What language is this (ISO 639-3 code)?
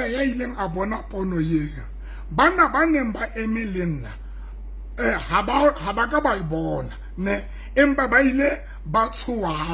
sot